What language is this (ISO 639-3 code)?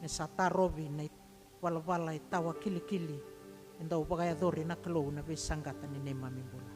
fij